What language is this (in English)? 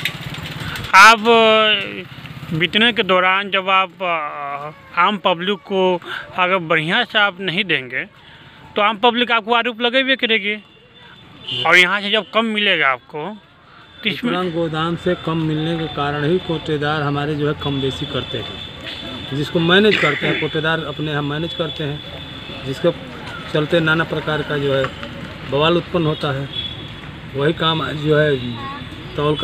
Hindi